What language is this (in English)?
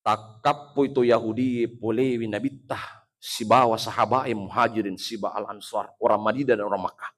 Buginese